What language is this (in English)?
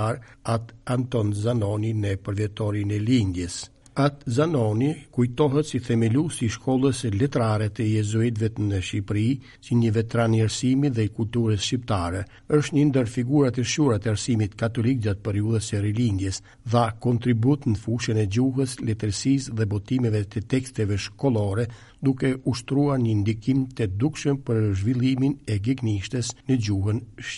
Albanian